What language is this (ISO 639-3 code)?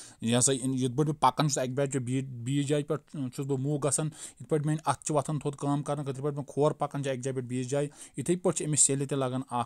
kas